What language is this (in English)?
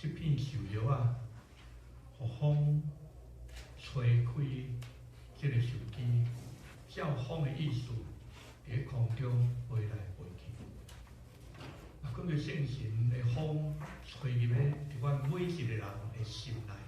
Min Nan Chinese